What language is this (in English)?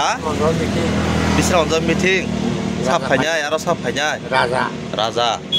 Kok Borok